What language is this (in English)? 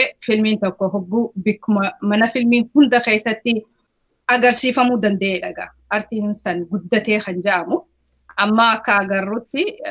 Oromo